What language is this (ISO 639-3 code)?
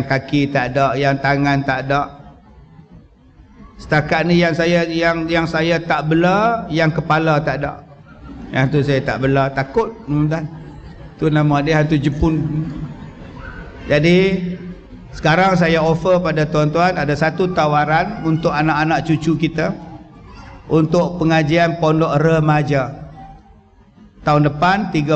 msa